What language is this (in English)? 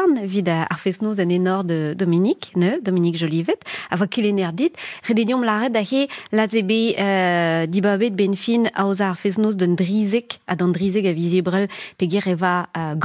Breton